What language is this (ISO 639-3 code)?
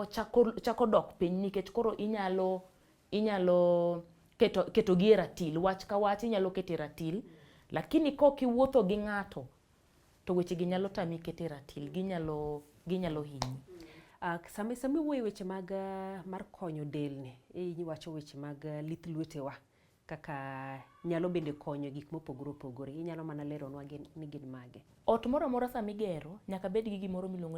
luo